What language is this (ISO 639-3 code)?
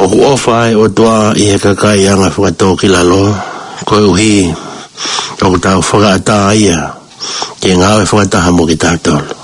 ton